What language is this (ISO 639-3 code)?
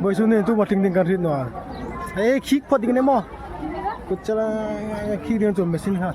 hmr